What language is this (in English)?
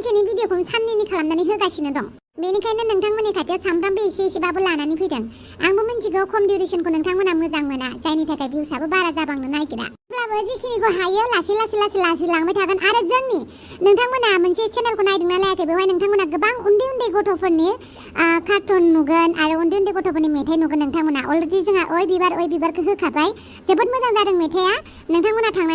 Bodo